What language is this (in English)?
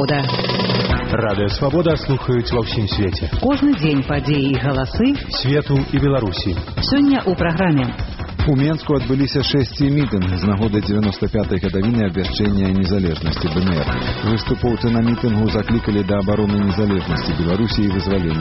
Belarusian